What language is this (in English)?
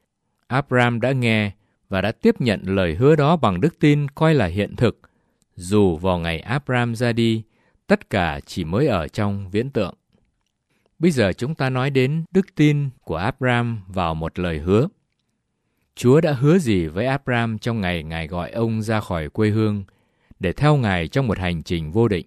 Vietnamese